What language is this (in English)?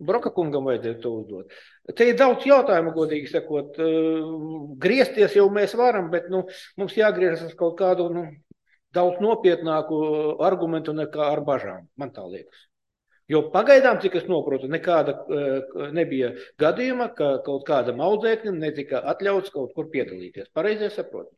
Latvian